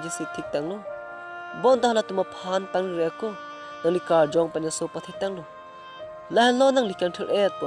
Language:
Karbi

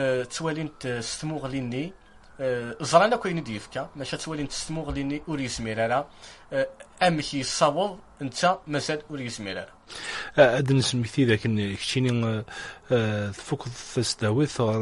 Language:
Kabyle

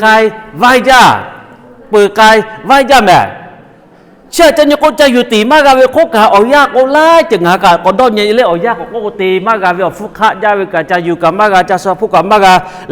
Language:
Lahu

